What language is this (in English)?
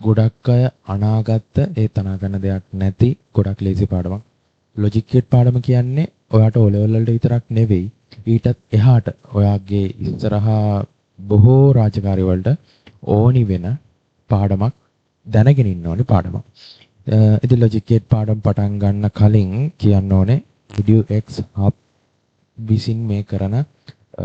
Sinhala